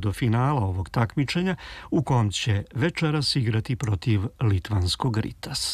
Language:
Serbian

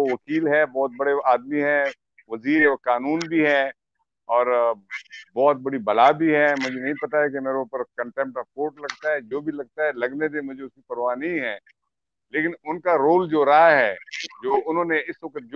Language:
Urdu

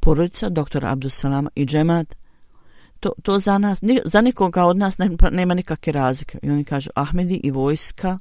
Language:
Bosnian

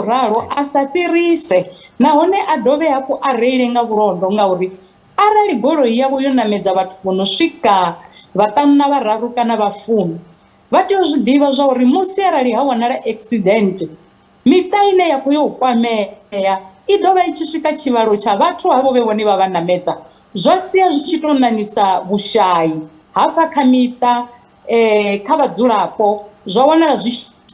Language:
Venda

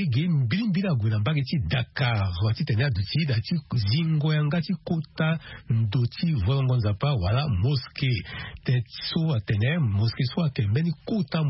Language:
Sango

